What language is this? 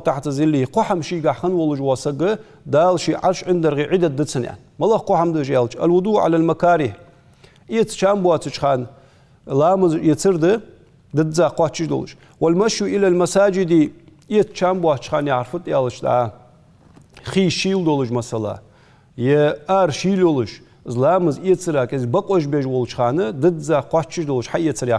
Ingush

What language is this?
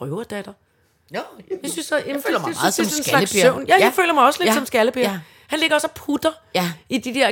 Danish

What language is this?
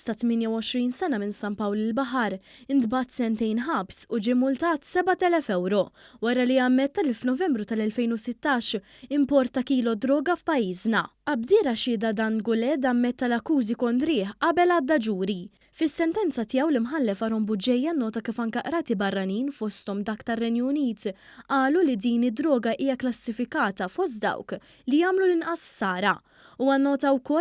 Maltese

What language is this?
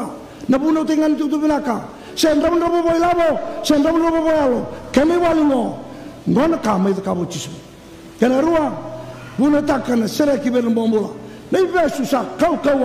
Fijian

